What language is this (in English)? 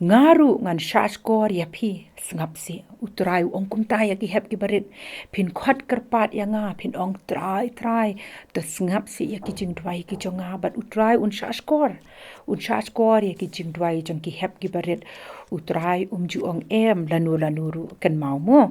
Khasi